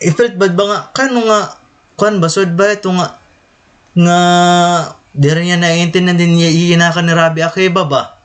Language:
Waray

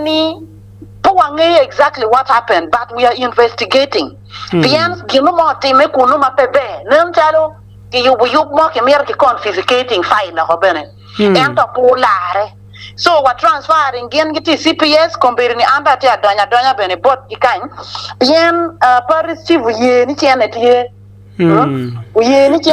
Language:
Acoli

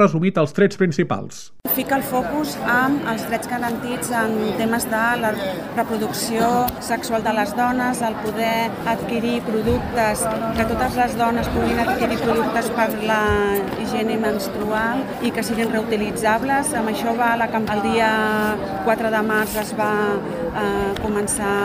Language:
Catalan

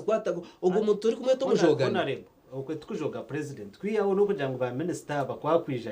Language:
Nyankole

